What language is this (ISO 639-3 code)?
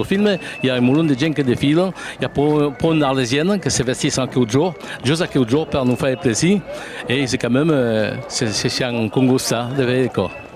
oci